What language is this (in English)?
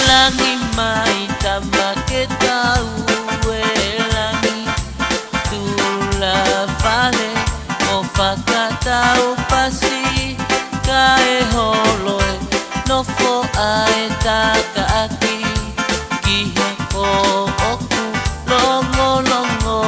Tongan